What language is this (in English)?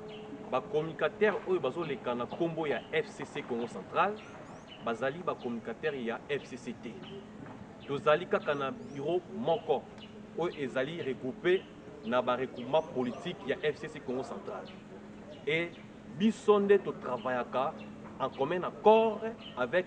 Lingala